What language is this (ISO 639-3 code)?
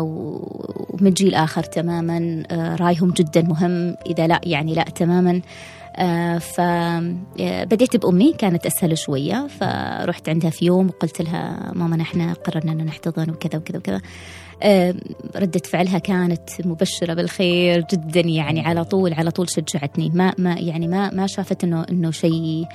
afb